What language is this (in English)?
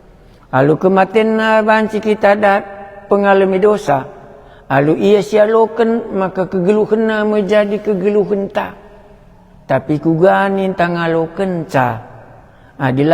Batak Karo